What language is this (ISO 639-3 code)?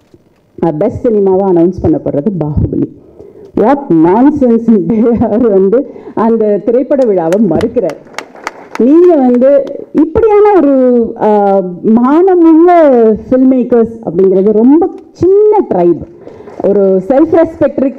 tam